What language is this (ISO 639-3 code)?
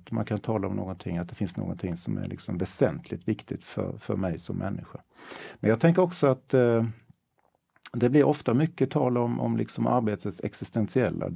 swe